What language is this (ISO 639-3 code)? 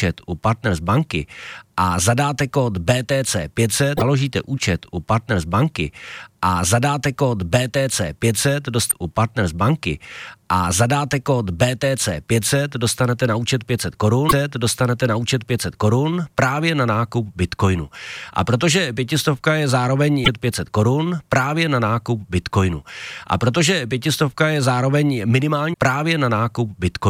ces